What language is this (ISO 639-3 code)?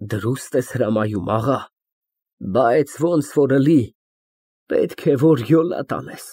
hye